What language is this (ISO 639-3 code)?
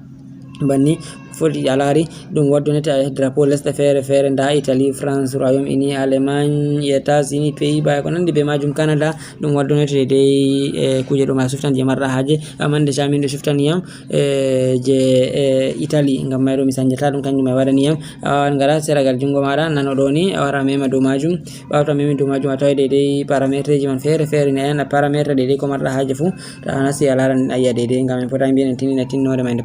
ful